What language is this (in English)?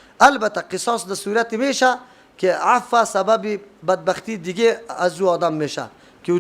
Persian